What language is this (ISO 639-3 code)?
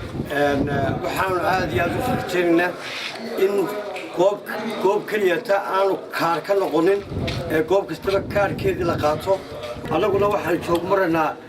som